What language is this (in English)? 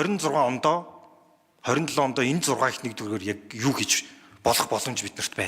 Mongolian